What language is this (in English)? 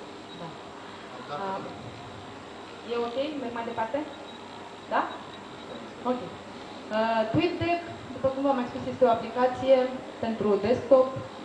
Romanian